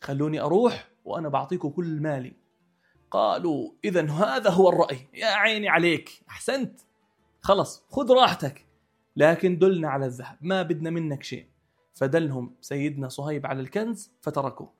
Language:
North Levantine Arabic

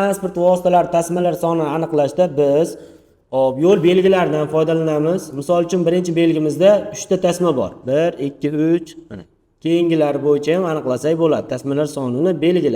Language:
Uzbek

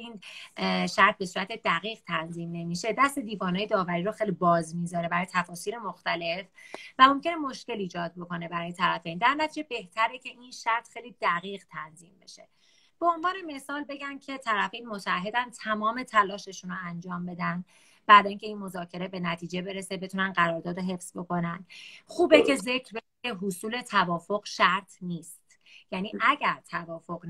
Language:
Persian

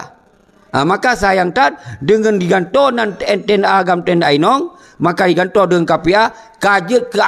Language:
Achinese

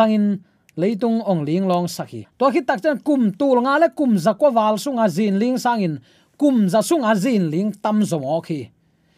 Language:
Tedim Chin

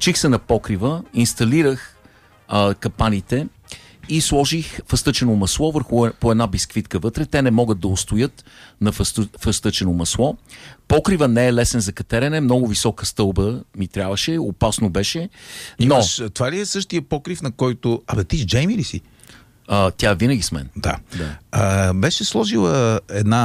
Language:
Bulgarian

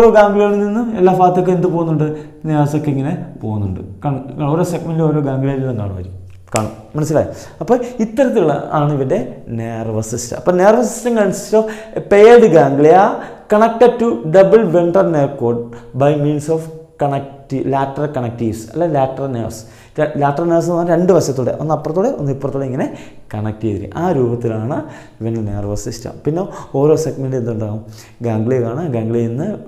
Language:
Malayalam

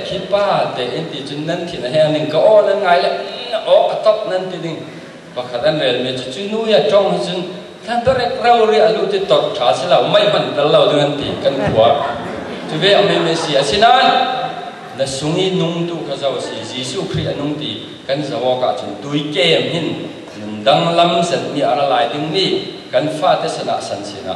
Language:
Falam Chin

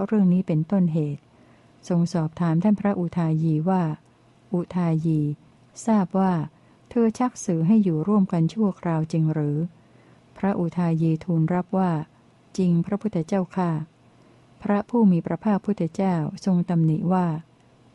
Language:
Thai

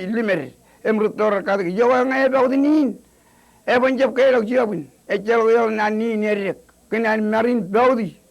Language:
Marshallese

